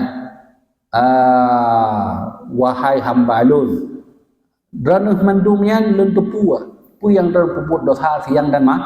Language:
Achinese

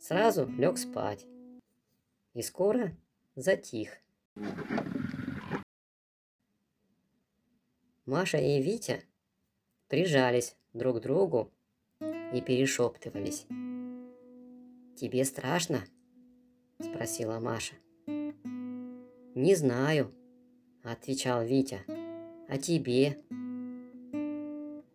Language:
Russian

